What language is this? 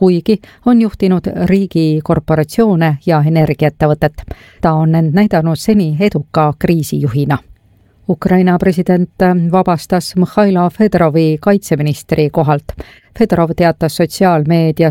Estonian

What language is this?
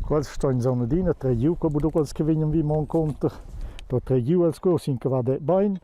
Romansh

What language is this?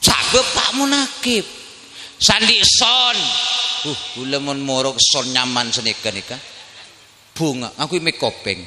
Madurese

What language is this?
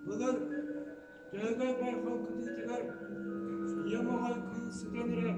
Yakut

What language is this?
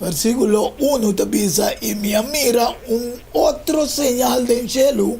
Papiamento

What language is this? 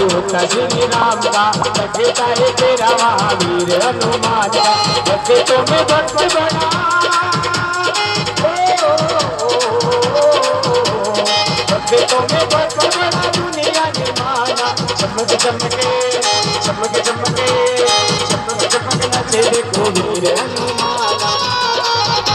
Hindi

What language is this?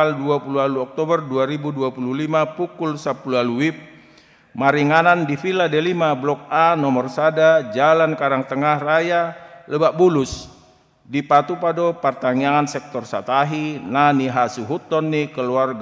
Batak Toba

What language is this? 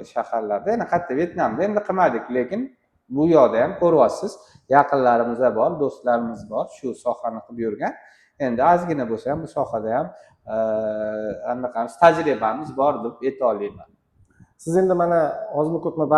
Uzbek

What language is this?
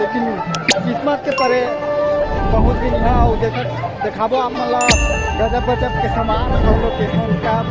Chhattisgarhi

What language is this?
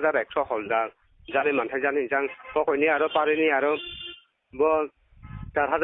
Kok Borok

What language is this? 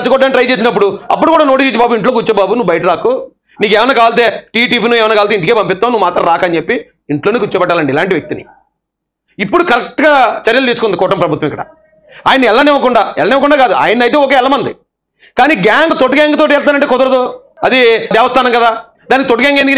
Telugu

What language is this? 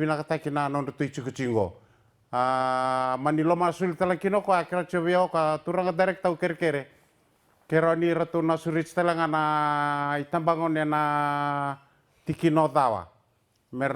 Fijian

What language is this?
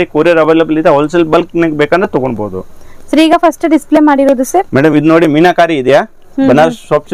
Kannada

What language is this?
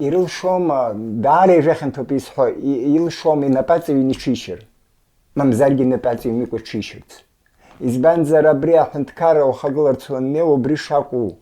Abkhazian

